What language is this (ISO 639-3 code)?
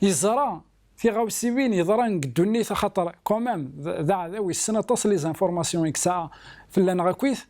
kab